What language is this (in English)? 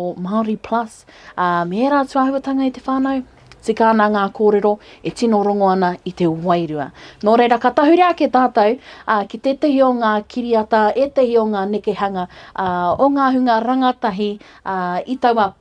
Māori